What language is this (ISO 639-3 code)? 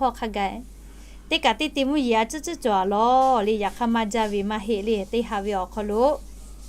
lhu